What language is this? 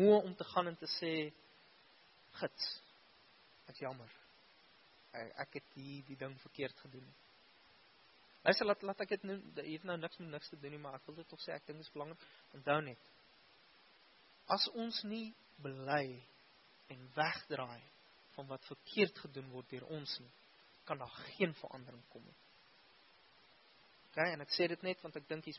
Afrikaans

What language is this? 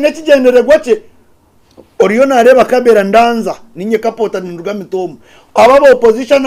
Nyankole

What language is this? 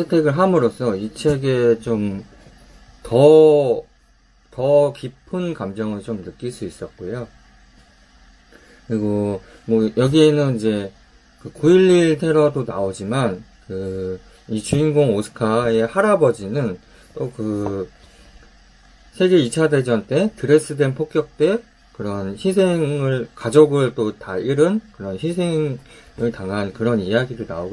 Korean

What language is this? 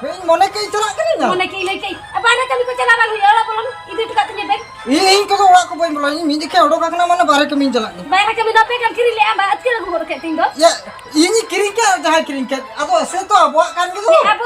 Santali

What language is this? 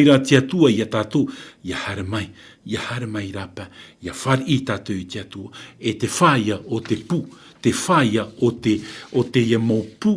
Tahitian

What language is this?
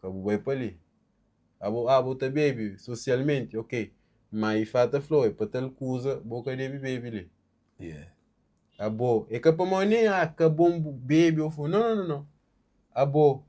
Kabuverdianu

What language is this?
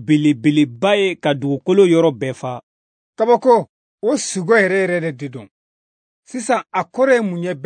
Bambara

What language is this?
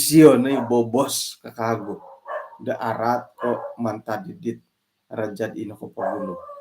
Central Dusun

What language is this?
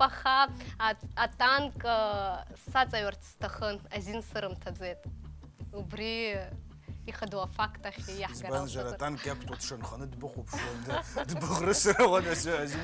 Abkhazian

